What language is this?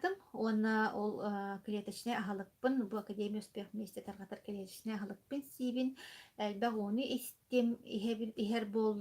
Yakut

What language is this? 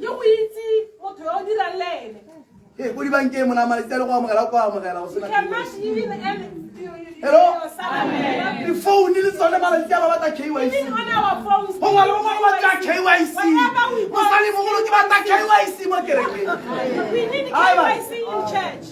Tswana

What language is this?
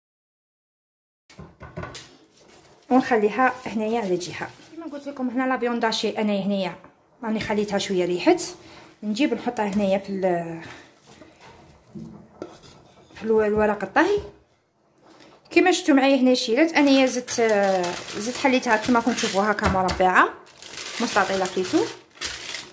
Algerian Arabic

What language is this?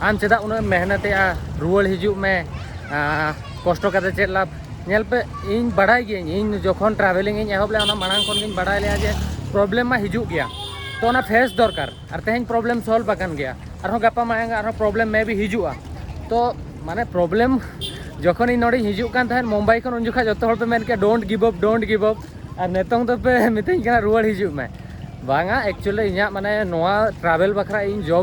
Santali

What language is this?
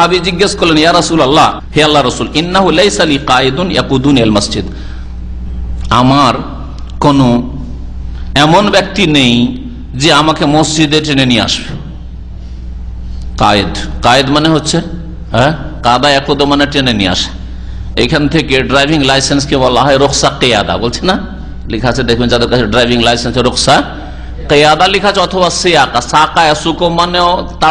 Bangla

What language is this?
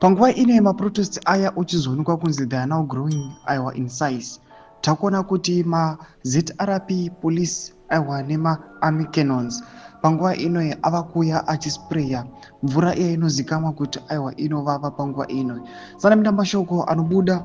Shona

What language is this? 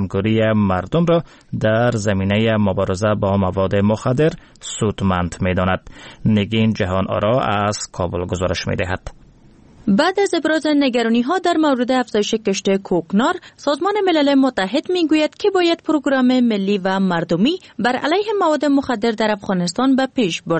Persian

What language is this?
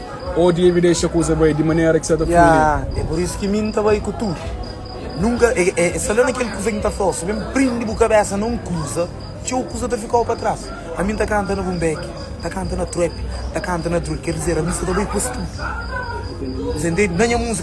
Kabuverdianu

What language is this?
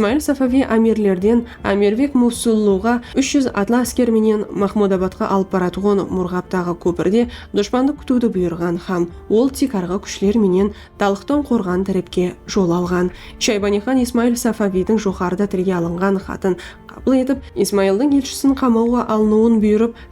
Kara-Kalpak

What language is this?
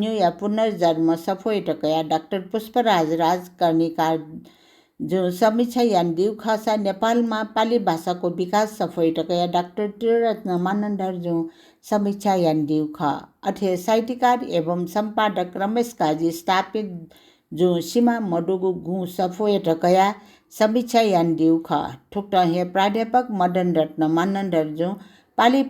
Newari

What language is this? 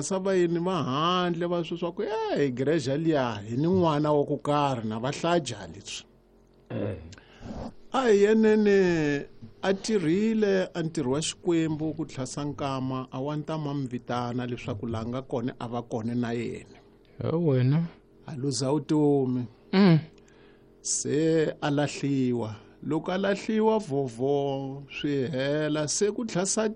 Tsonga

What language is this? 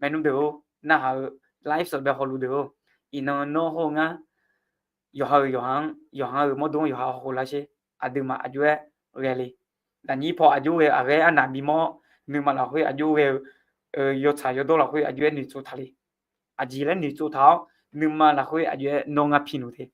Akha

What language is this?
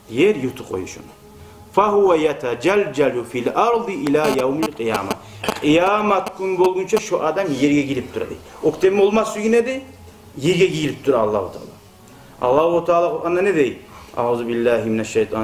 Kumyk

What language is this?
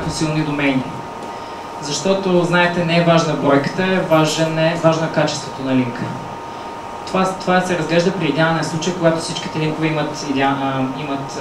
Bulgarian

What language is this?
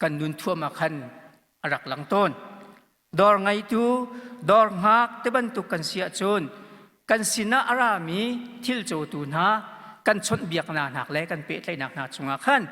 Hakha Chin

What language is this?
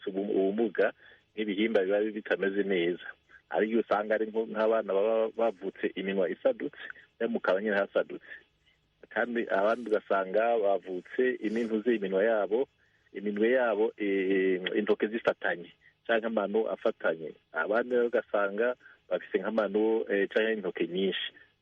Rundi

